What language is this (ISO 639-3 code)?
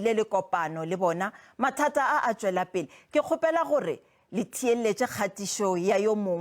nso